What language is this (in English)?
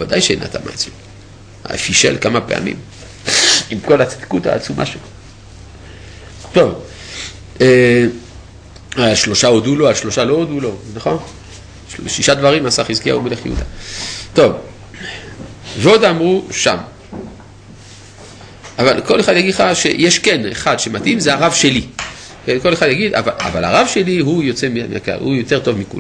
Hebrew